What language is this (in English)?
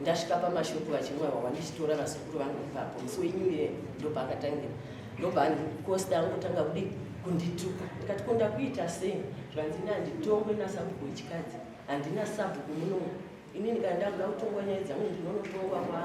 Shona